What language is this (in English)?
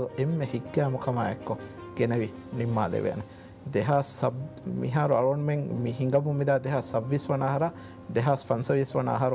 Divehi